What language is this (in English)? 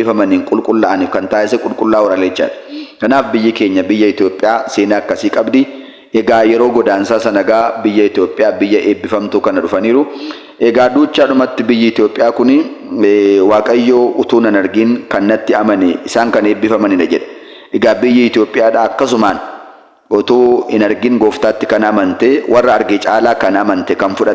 Oromo